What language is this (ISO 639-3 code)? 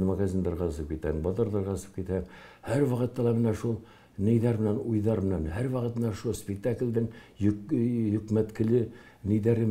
bak